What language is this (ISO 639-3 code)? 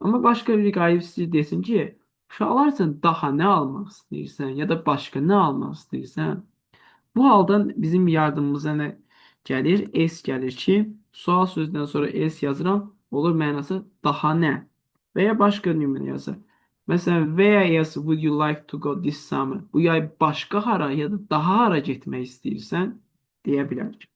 aze